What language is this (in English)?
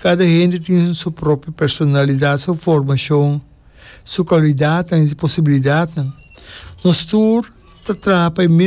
Papiamento